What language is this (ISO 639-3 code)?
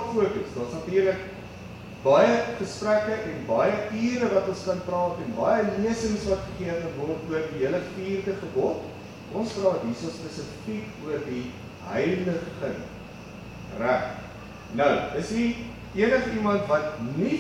afr